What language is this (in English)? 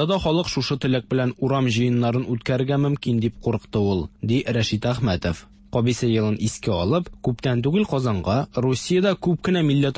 Tatar